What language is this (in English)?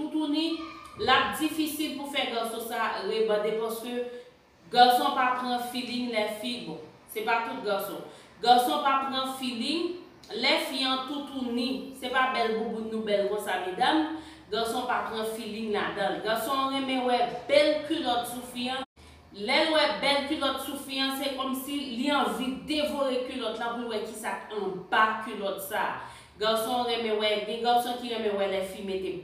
Haitian Creole